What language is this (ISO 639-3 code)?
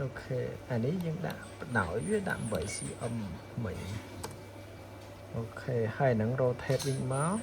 khm